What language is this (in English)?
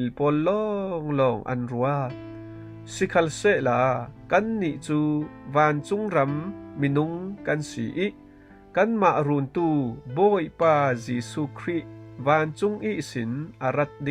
Falam Chin